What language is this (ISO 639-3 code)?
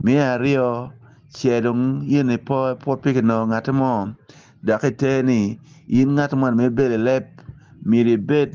ach